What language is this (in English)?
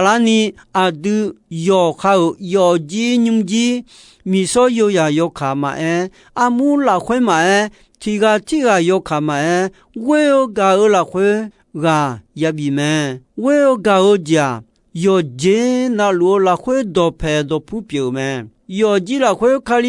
Akha